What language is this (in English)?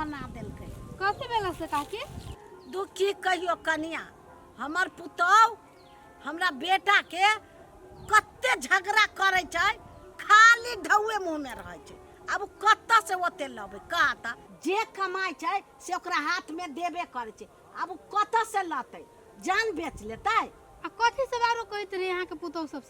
Maithili